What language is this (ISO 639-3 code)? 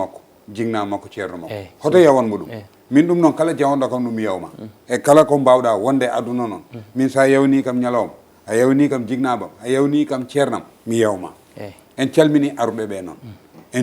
ful